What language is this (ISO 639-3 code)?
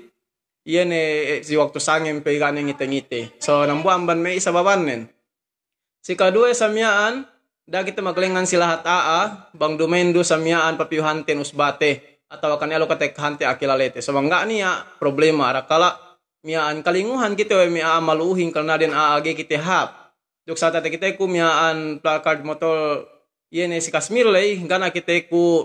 yka